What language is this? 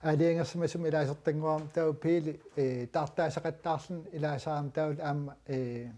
Kalaallisut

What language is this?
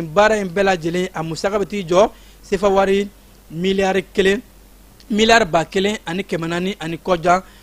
Bambara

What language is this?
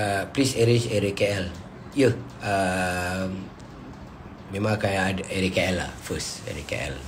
Malay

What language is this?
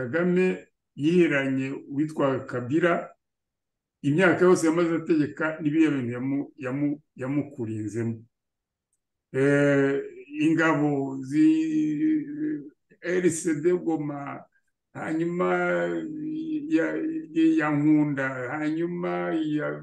Kinyarwanda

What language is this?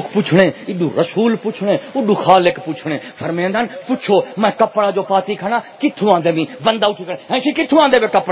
Saraiki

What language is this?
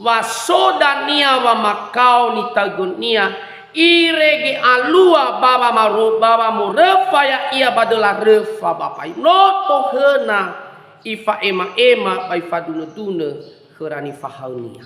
Nias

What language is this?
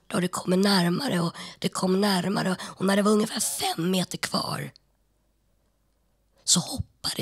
Swedish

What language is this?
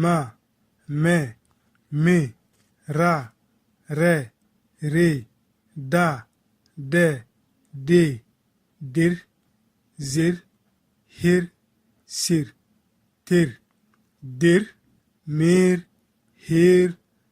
Bissa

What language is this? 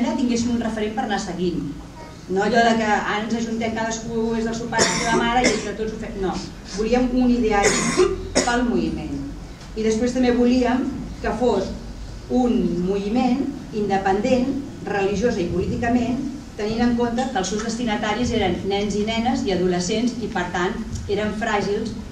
Catalan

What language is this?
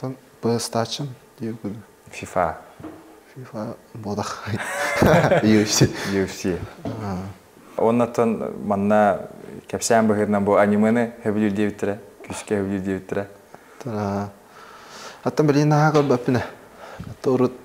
Yakut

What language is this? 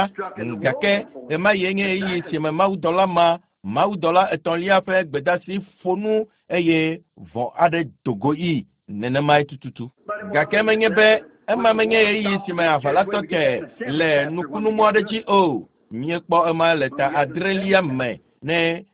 Ewe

